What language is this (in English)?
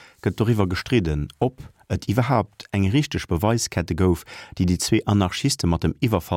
Luxembourgish